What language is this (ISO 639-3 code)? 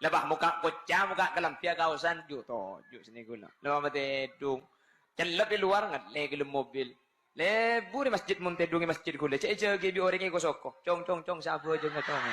mad